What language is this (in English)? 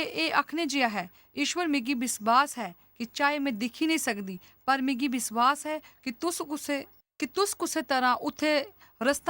Dogri